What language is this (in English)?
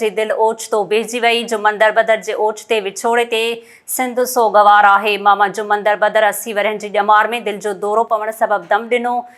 Sindhi